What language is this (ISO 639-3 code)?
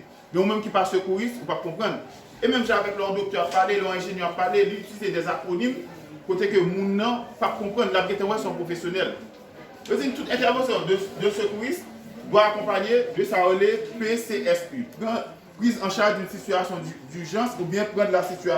hat